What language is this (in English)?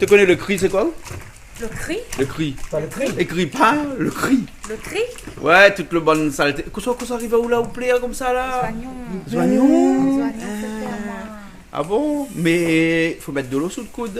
Réunion Creole French